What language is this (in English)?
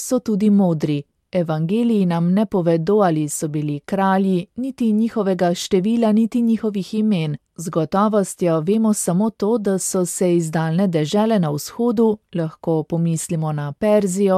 Slovenian